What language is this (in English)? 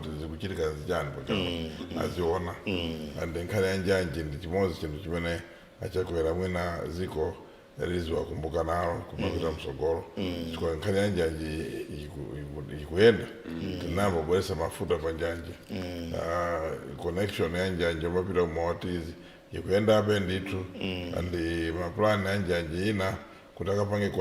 Nyanja